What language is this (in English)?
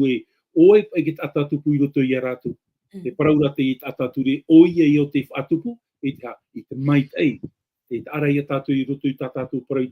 Tahitian